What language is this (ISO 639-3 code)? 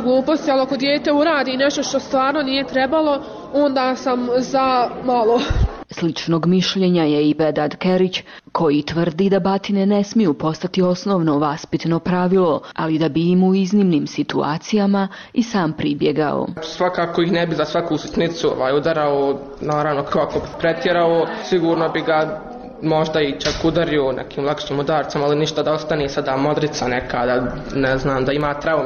bos